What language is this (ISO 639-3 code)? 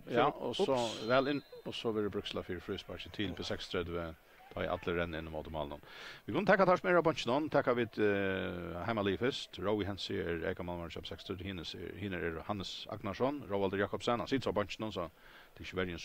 fao